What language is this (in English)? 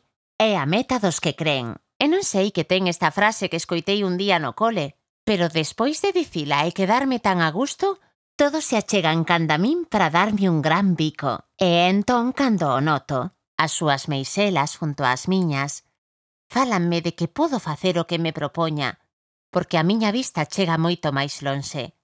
Galician